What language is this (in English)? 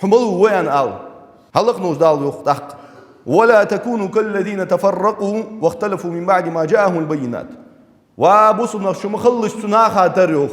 Ingush